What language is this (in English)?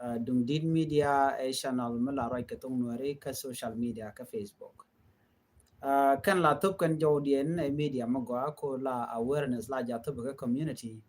Nuer